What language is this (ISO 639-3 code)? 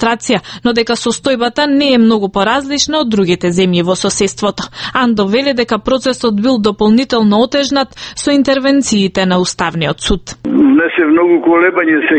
mkd